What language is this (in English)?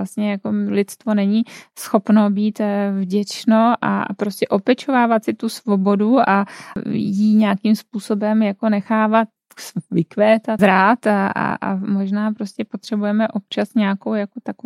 Czech